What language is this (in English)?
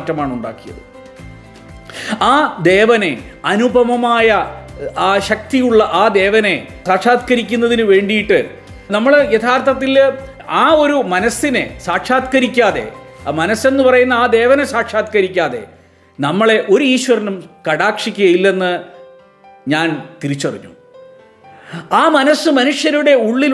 Malayalam